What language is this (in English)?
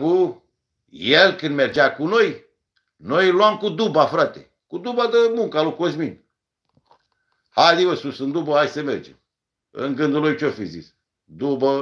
Romanian